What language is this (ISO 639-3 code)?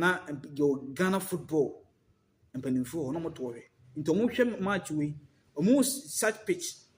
aka